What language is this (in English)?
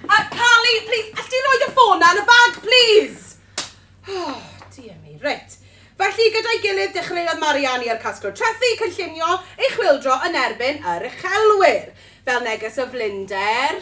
Welsh